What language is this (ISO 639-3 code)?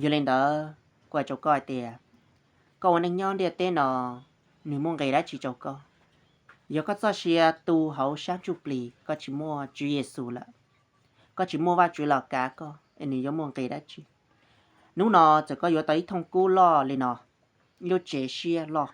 hmn